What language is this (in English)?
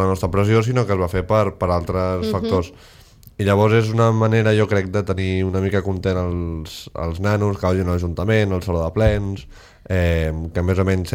Catalan